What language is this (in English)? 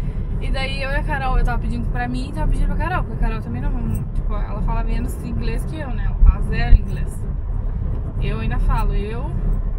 Portuguese